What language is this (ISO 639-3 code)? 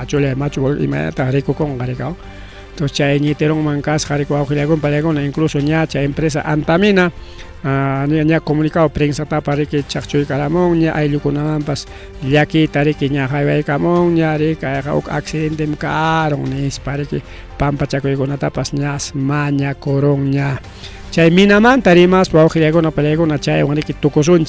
quy